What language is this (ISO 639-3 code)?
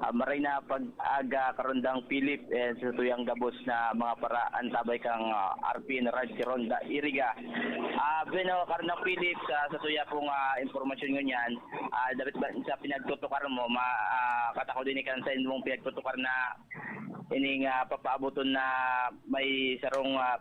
bik